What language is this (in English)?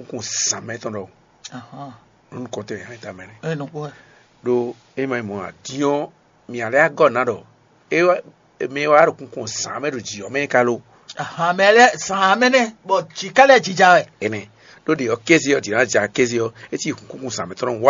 Fon